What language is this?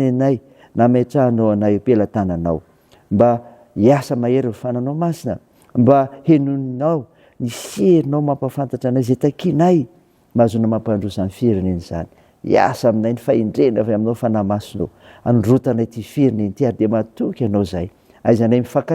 Malagasy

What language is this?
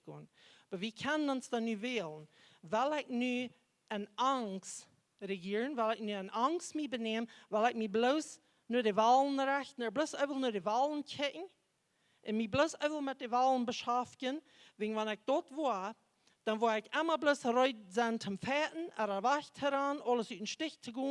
Plautdietsch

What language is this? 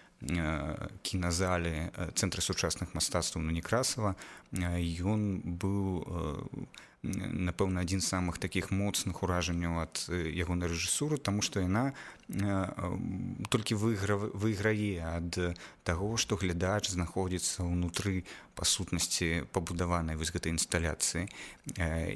Belarusian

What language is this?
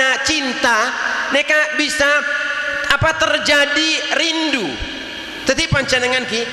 Madurese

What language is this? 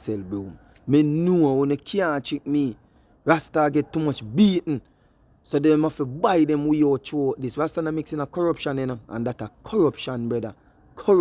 Jamaican Creole English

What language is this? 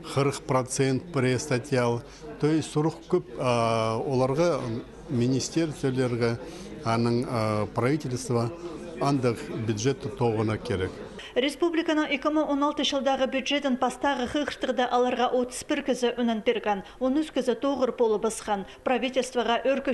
Khakas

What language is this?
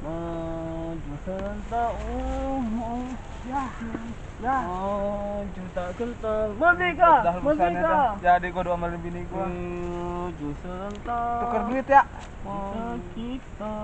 Betawi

